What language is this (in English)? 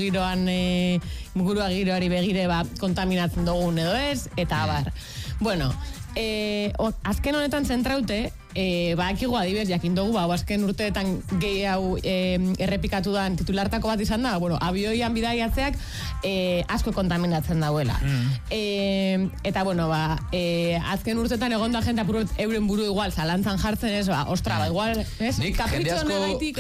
Basque